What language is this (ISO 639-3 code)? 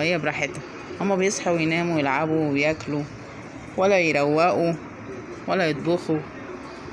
arz